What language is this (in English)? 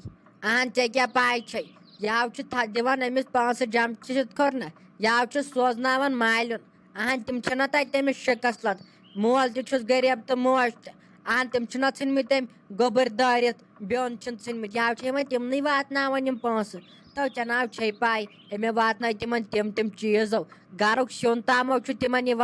Kashmiri